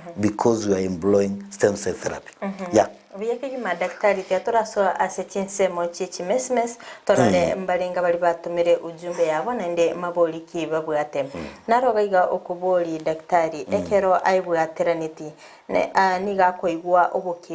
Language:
Gusii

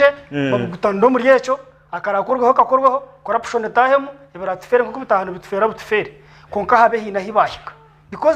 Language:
Nyankole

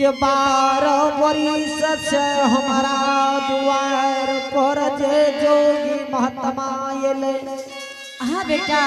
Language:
Angika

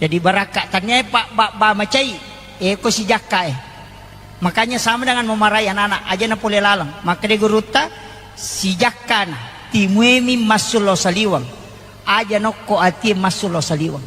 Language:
Buginese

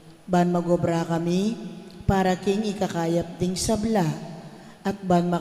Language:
Pampanga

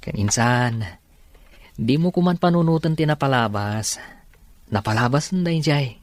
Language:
Iloko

